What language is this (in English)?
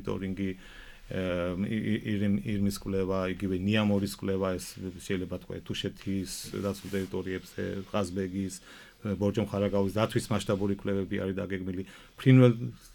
Georgian